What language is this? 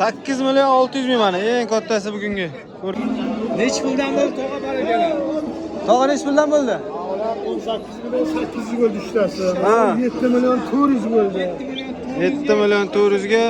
Uzbek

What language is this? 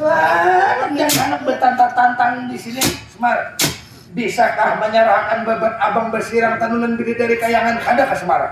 Banjar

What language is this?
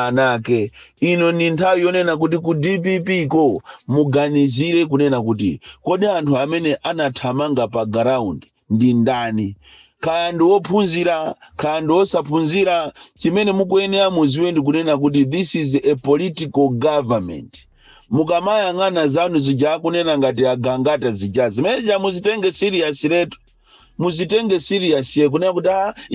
Nyanja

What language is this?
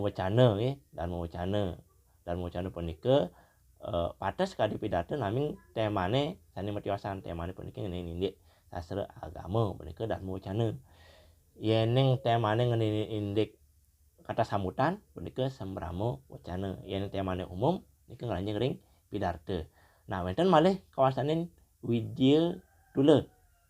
Balinese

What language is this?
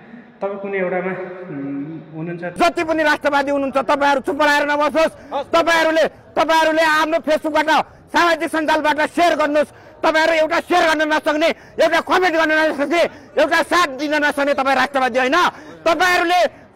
Nepali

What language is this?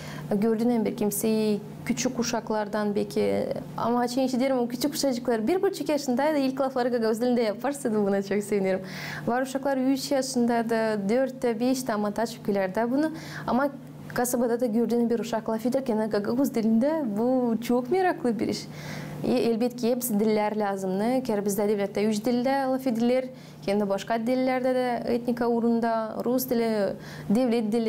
Gagauz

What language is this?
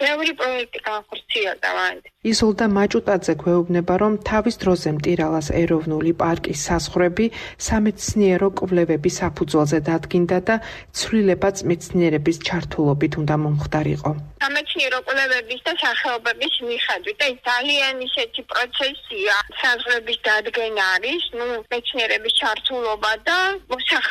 Georgian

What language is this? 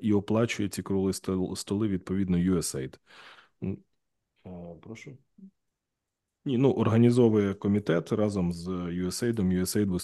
Ukrainian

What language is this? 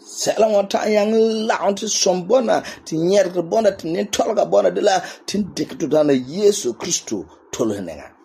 Frafra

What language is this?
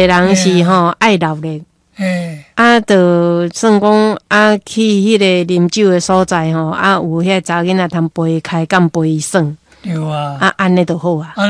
Min Nan Chinese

